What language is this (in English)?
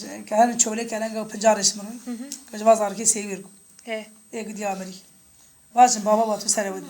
Kurdish